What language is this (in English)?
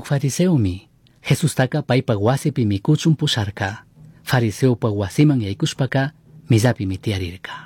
Chimborazo Highland Quichua